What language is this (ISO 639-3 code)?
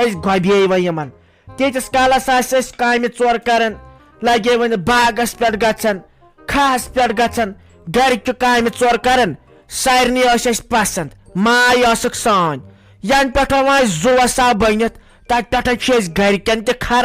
kas